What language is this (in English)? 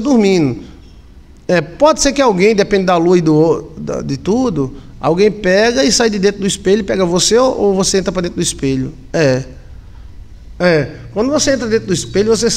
Portuguese